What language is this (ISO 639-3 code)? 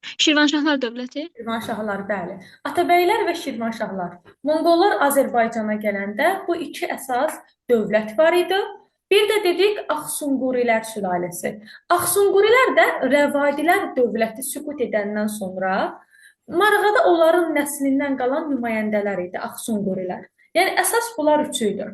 aze